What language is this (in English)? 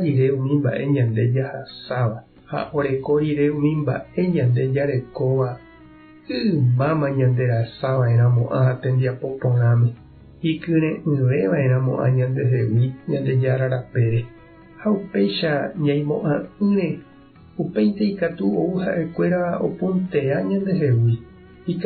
Guarani